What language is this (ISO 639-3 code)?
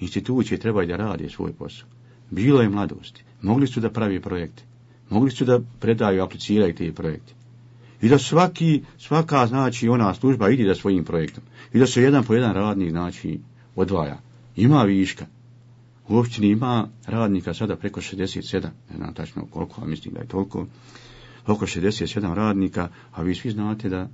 bos